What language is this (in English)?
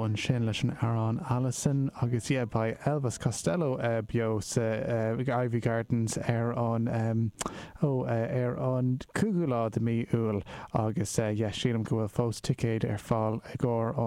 Irish